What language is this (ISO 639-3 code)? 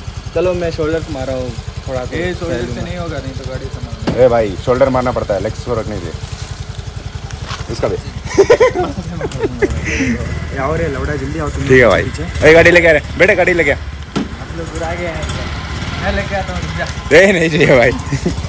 hin